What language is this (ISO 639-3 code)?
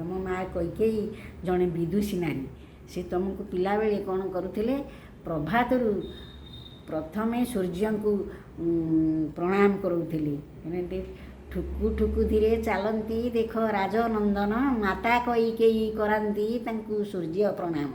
ori